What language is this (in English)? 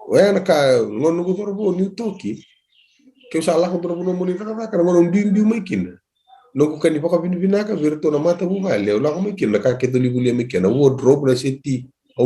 Fijian